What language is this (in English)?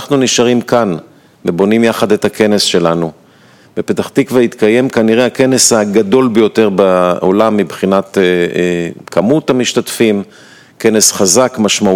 Hebrew